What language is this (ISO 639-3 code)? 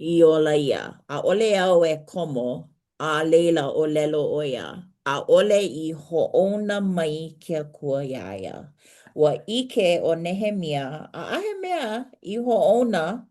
haw